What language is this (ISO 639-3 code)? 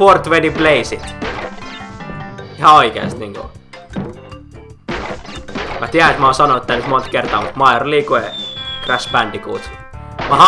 fin